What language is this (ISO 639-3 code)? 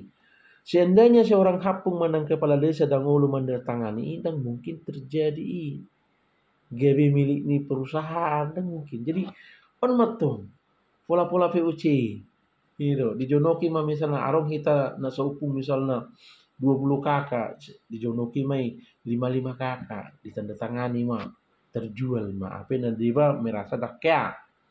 bbc